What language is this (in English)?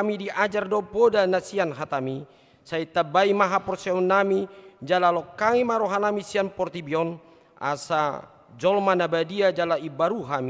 Batak Toba